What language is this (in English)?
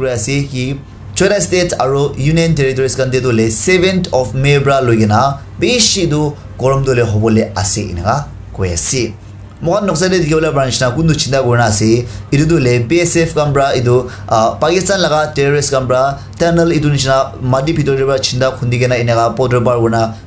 Naga Pidgin